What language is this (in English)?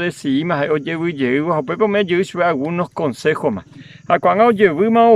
Guarani